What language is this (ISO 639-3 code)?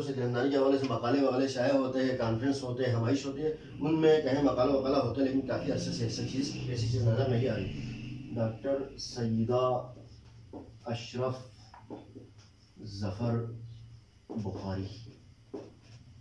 urd